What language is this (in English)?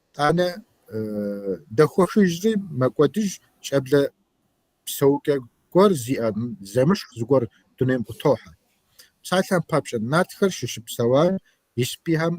Kabardian